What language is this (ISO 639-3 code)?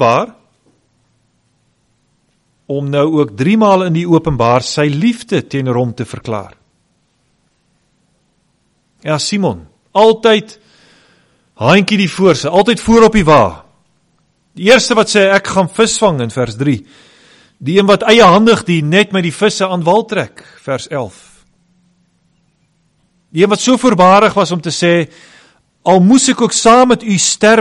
afr